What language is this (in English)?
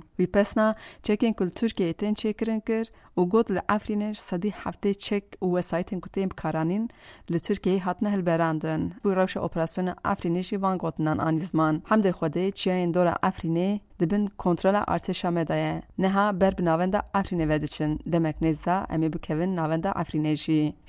Kurdish